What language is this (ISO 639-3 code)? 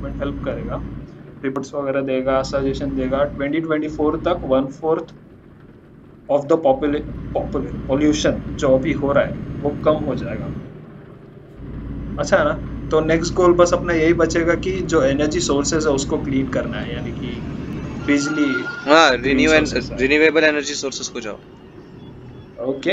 hin